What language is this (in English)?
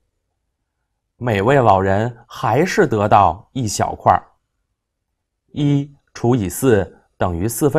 Chinese